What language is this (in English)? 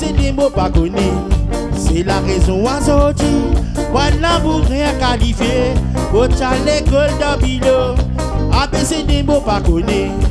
Réunion Creole French